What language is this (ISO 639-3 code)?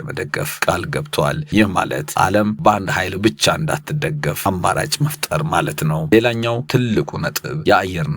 amh